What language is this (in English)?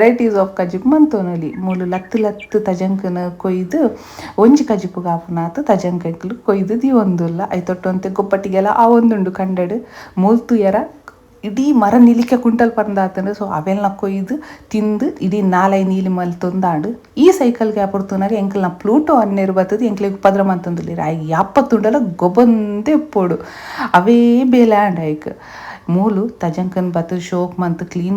Tulu